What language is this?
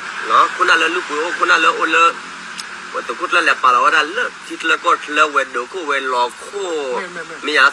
S'gaw Karen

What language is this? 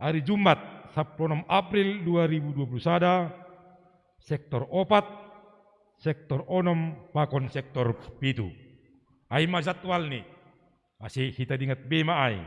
Batak Simalungun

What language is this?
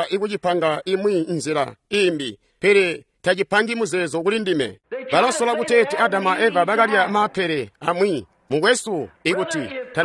Tonga (Zambia)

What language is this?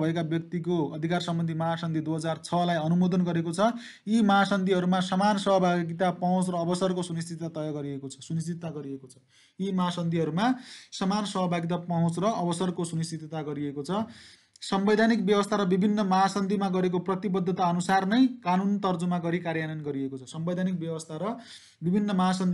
Nepali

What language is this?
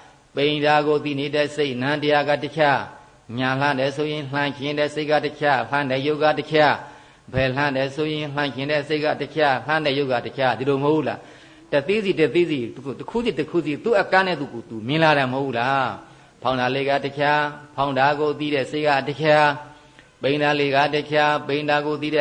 Burmese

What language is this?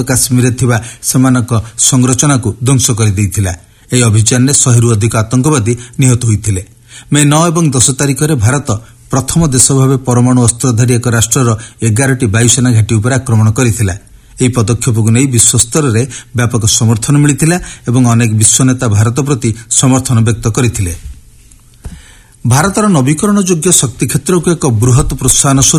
Odia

